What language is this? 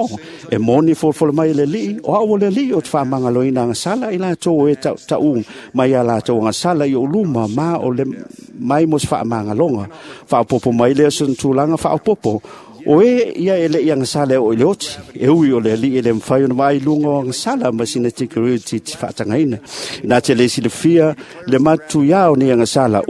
Samoan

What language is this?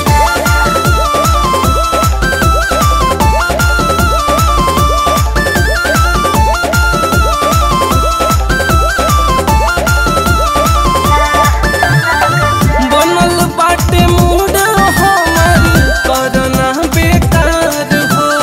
Bhojpuri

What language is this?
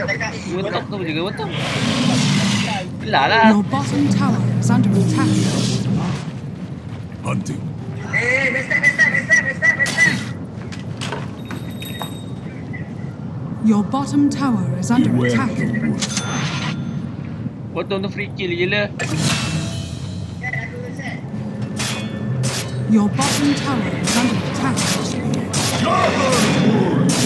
Malay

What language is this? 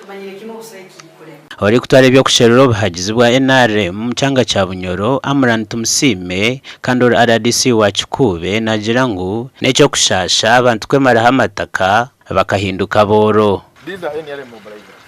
Nyankole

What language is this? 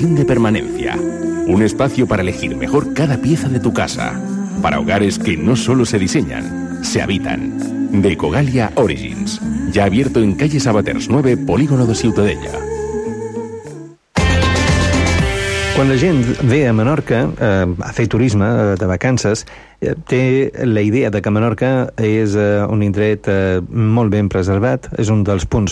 Catalan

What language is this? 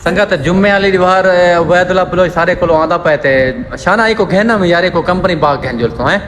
Saraiki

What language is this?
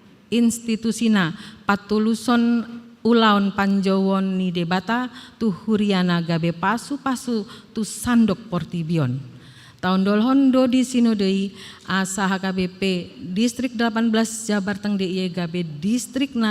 Batak Toba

